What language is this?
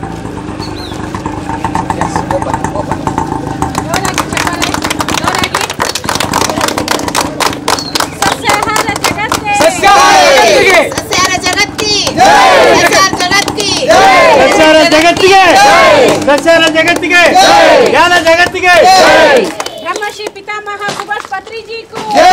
Kannada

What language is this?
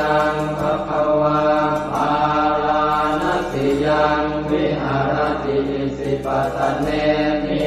Pali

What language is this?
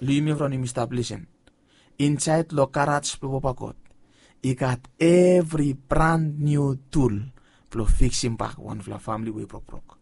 Bislama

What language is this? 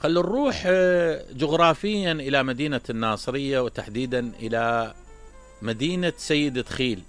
Mesopotamian Arabic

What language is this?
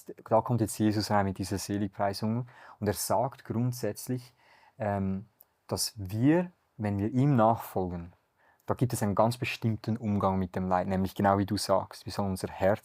Swiss German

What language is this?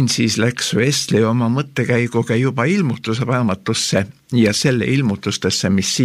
Estonian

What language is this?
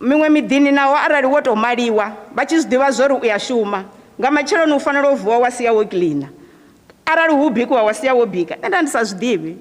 Venda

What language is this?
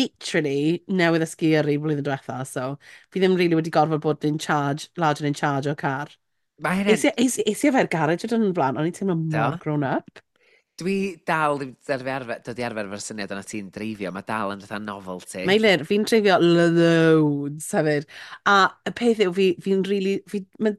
Welsh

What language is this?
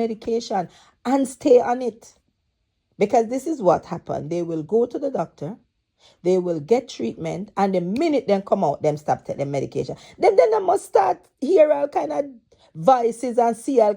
Jamaican Creole English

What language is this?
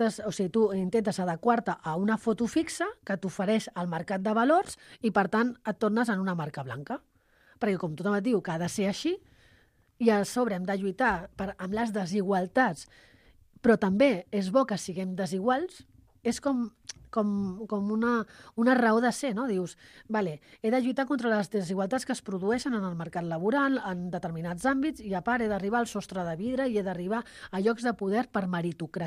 Catalan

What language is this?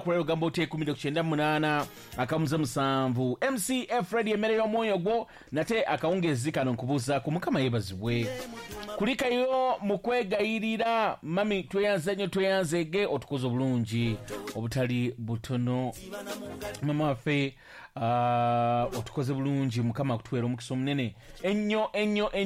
Ganda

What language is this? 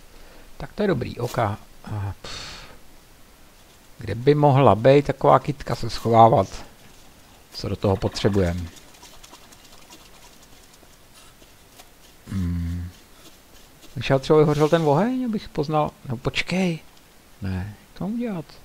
Czech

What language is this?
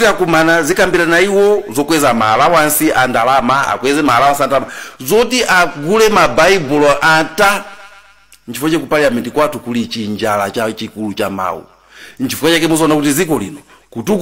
Nyanja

